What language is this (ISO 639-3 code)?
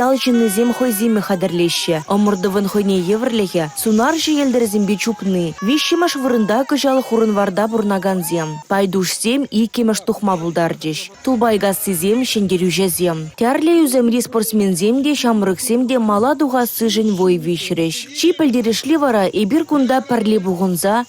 chv